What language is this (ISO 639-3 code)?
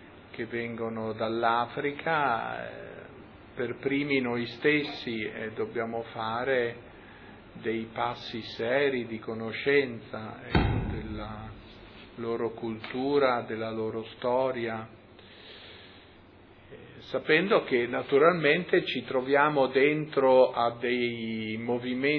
ita